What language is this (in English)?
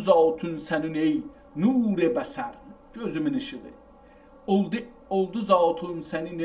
South Azerbaijani